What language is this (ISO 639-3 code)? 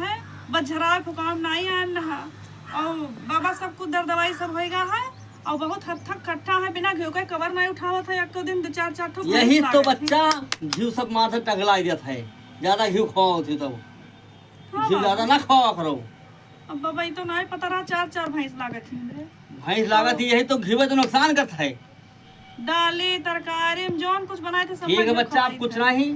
awa